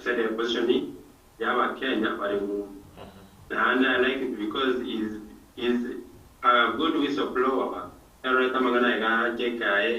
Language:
Gusii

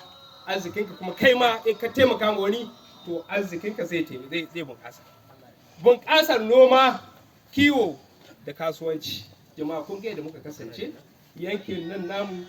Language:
Hausa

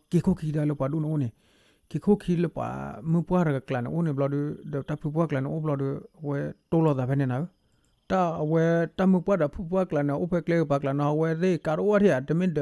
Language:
S'gaw Karen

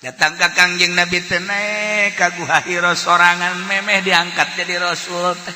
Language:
Sundanese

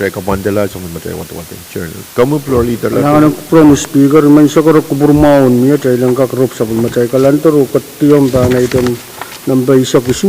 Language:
Pohnpeian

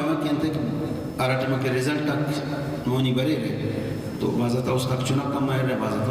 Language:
Brahui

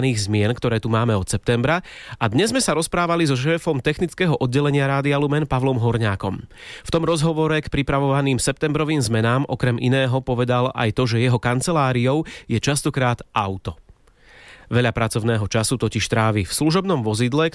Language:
Slovak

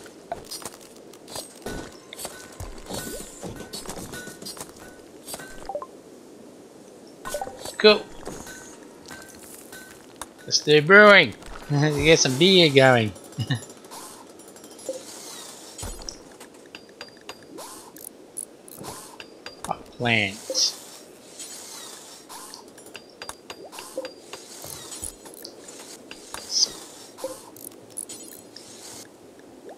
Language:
English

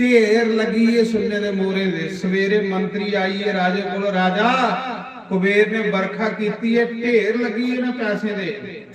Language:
Dogri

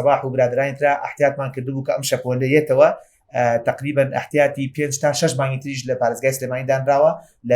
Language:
Central Kurdish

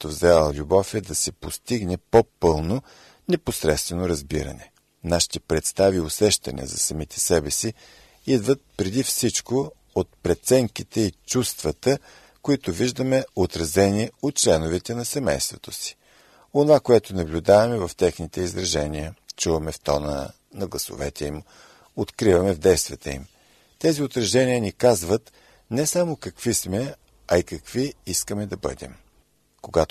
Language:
Bulgarian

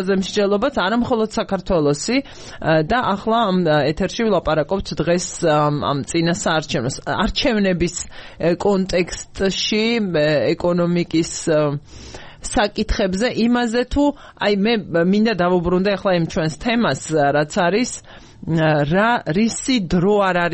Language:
Georgian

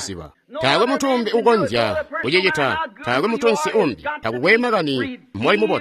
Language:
Tonga (Zambia)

